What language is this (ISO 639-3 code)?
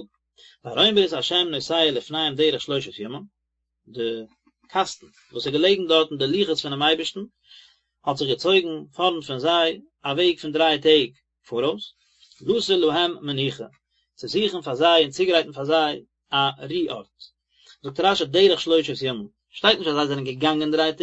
yid